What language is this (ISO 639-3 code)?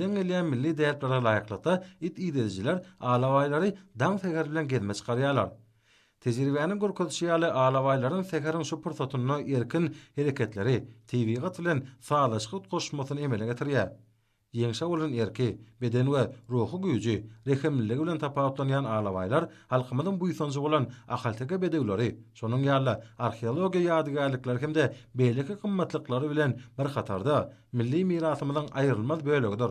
tuk